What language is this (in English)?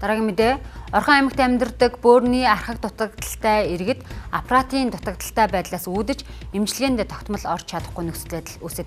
Mongolian